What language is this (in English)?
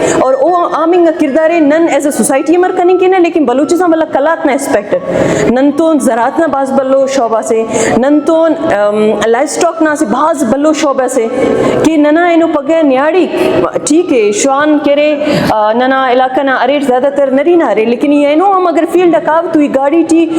Brahui